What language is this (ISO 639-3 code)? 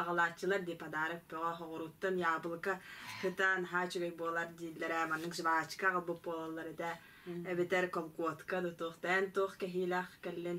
sah